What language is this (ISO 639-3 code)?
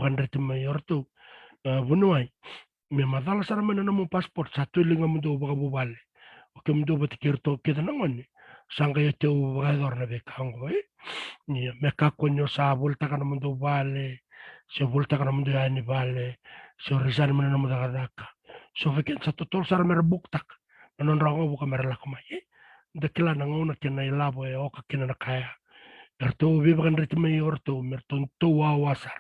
fij